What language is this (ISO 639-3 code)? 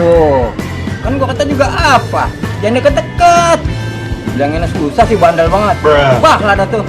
bew